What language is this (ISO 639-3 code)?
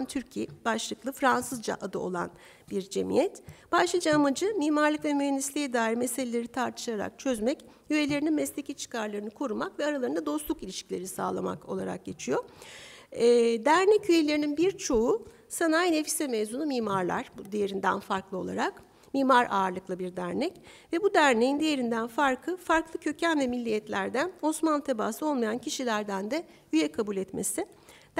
tur